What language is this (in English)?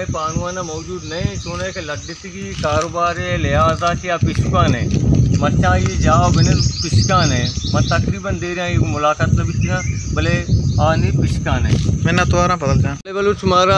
Baluchi